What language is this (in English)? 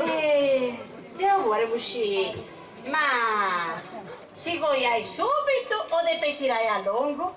Sardinian